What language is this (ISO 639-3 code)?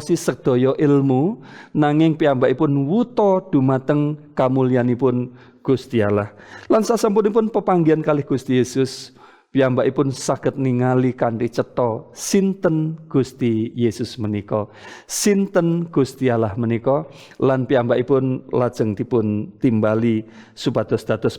jav